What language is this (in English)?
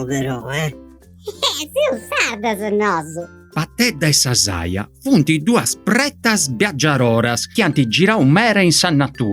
Sardinian